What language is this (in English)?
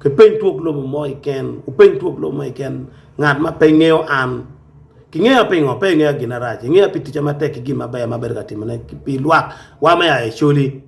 Acoli